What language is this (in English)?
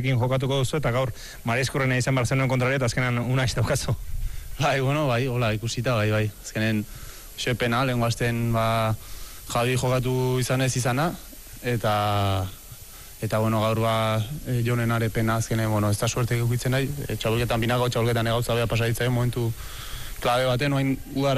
Basque